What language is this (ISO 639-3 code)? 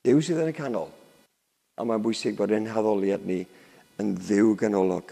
cym